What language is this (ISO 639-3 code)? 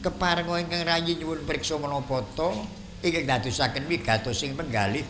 jav